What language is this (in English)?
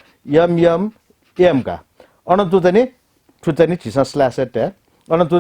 Newari